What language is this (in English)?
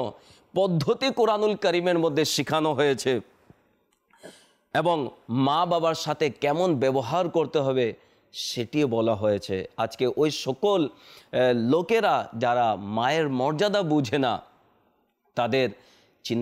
Bangla